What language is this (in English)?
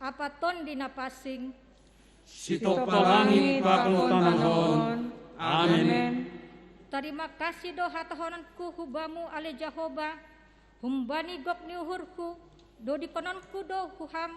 Batak Simalungun